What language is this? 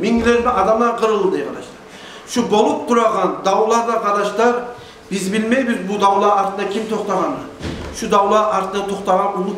Kumyk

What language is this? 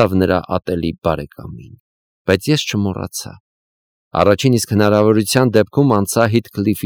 Armenian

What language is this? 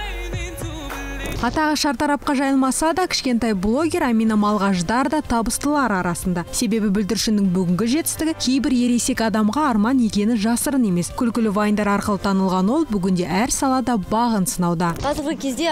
Kazakh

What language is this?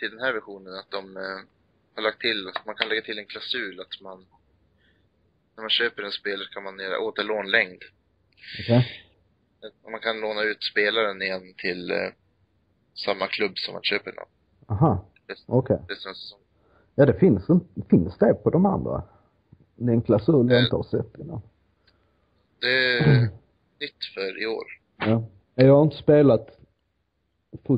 Swedish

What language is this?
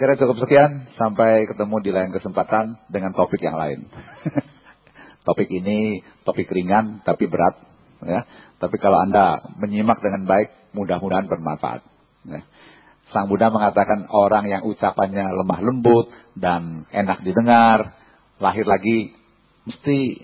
Indonesian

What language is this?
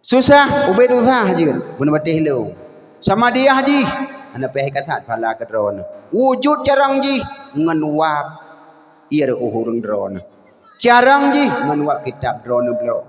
Achinese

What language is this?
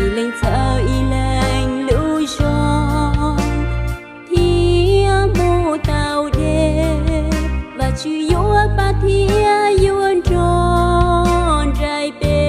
Hmong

